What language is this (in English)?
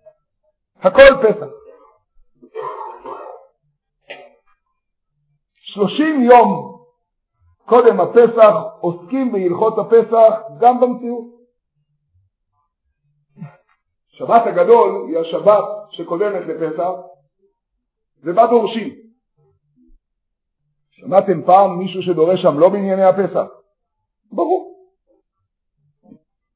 Hebrew